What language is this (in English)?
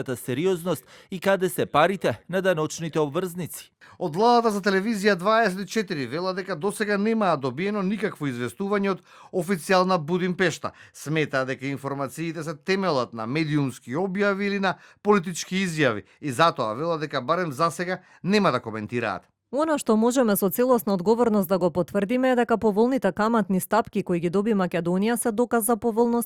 Macedonian